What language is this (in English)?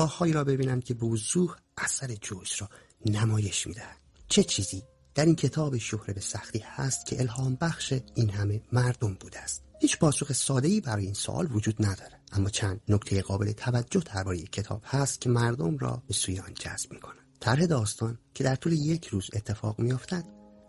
Persian